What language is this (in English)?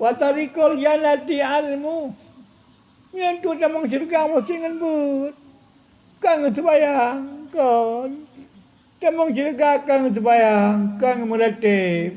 Achinese